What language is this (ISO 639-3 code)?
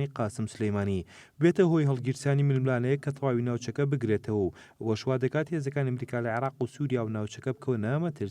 ckb